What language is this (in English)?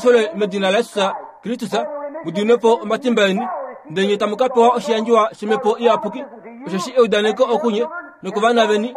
Kuanyama